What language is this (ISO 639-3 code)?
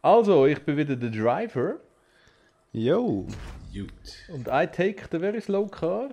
gsw